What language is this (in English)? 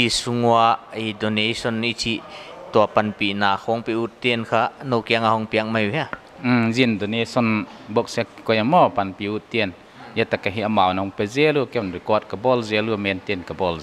Paite Chin